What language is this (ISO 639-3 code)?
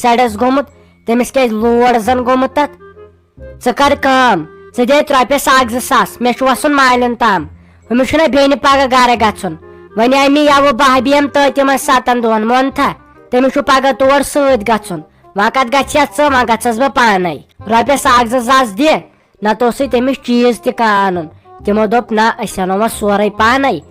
kas